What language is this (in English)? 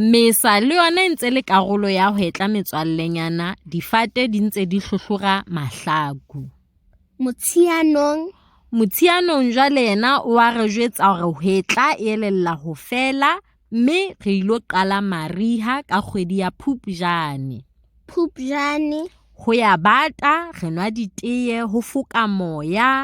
Southern Sotho